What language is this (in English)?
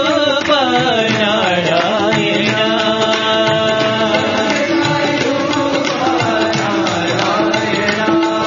Telugu